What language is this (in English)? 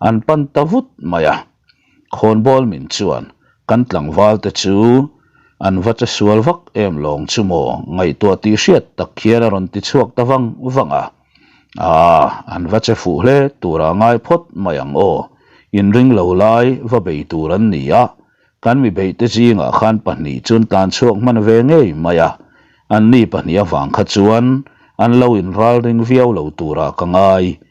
Mizo